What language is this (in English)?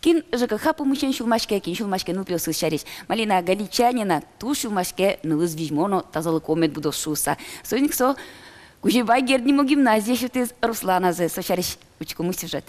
Udmurt